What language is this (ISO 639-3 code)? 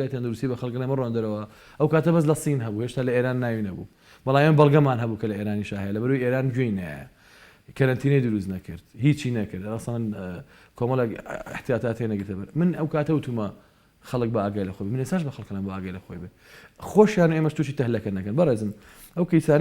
ckb